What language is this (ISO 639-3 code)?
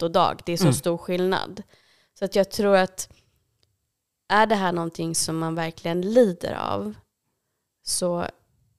swe